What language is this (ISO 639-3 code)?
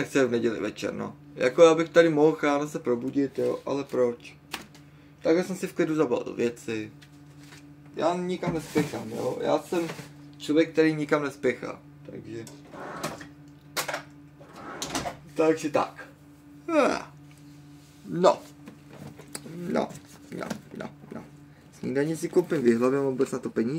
ces